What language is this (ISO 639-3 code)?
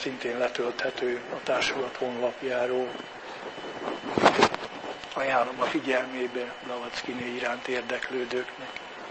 hun